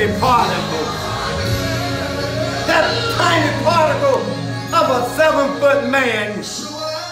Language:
English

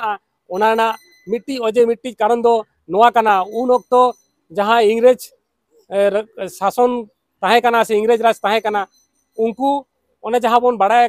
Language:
Santali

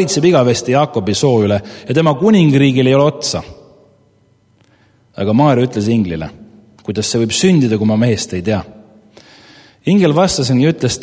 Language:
Estonian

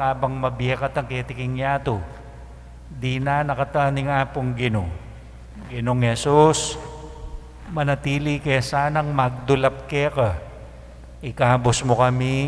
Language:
Pampanga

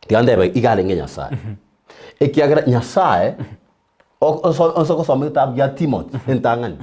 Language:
Gusii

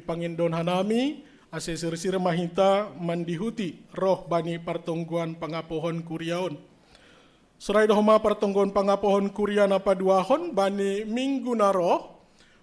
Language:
Batak Simalungun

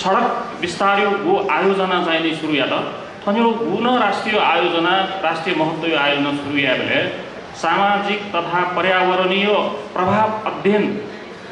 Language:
Newari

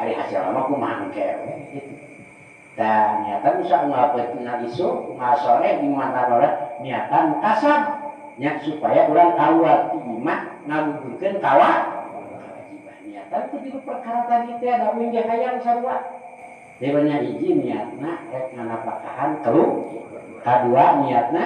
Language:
Sundanese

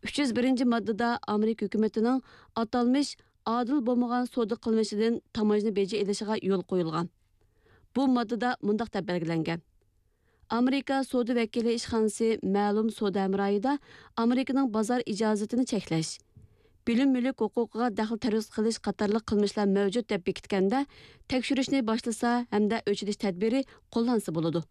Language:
Kyrgyz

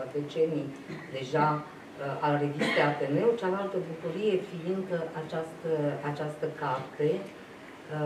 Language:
Romanian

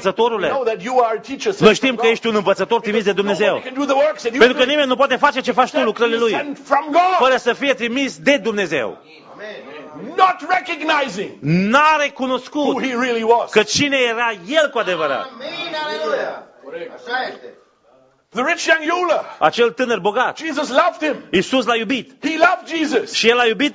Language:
Romanian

